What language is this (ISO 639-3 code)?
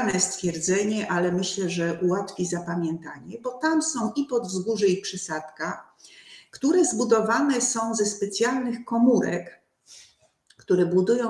pol